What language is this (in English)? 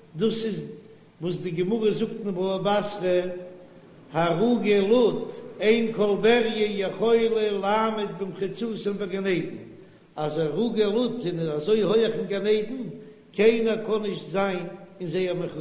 Yiddish